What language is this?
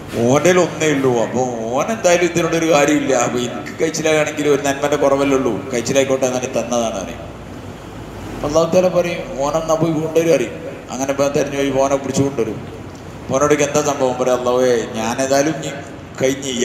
Malayalam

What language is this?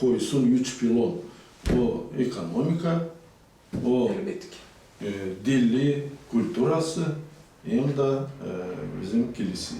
Gagauz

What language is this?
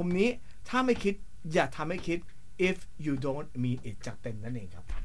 Thai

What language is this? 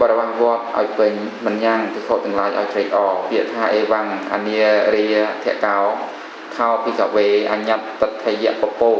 Khmer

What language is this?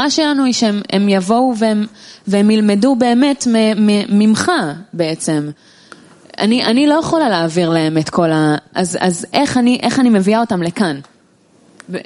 Hebrew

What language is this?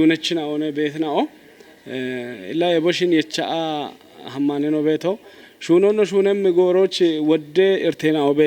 Kafa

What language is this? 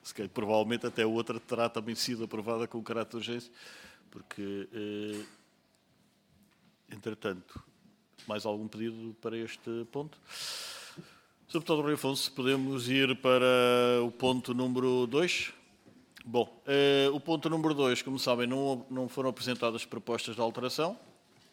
Portuguese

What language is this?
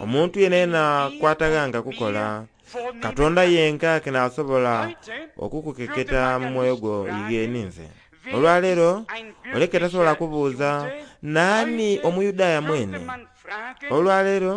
Soga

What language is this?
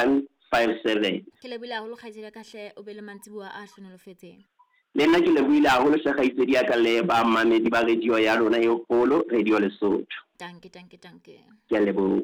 Southern Sotho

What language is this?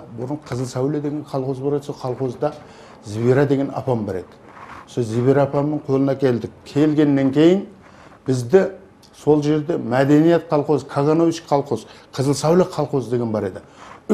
Kara-Kalpak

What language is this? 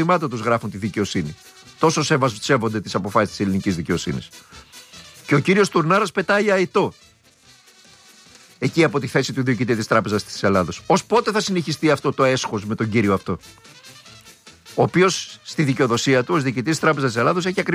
Greek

